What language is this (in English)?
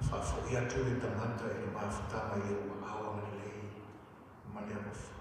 Samoan